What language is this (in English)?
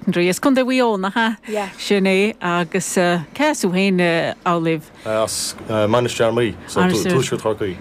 Irish